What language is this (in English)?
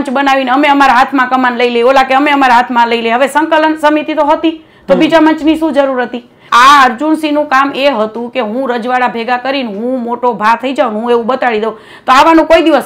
Gujarati